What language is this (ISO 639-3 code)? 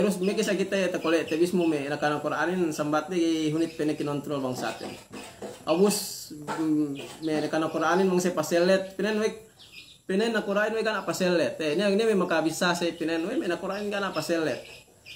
yka